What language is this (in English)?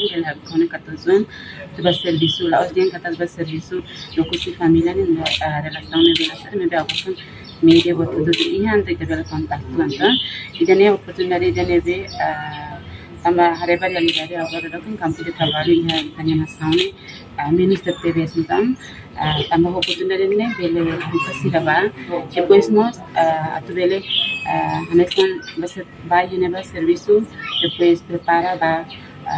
Tetum